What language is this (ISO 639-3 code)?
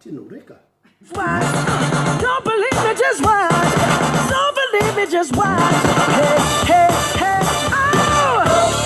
mri